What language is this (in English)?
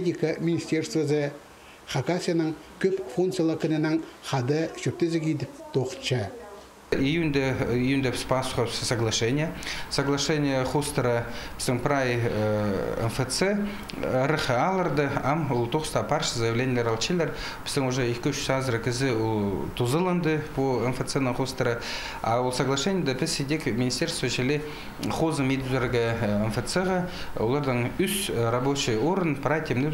Khakas